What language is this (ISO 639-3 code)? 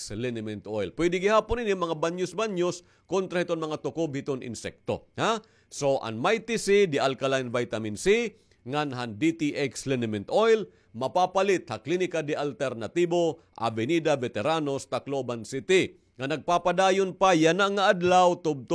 war